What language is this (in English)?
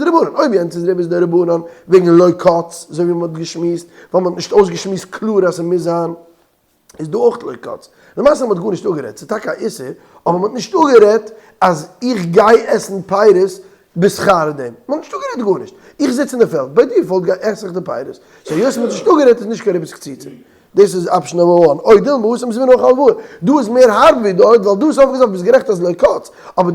Yiddish